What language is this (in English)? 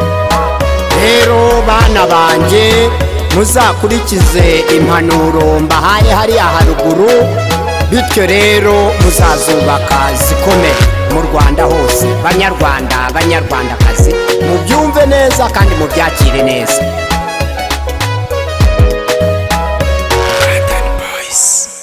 Kinyarwanda